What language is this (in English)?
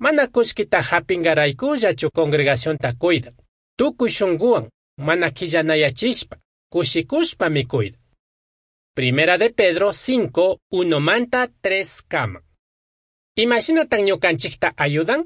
Chimborazo Highland Quichua